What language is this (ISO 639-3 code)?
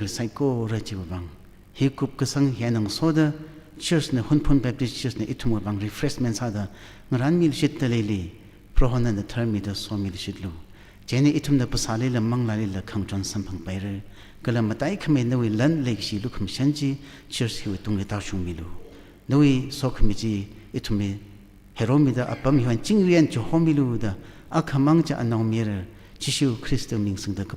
nmf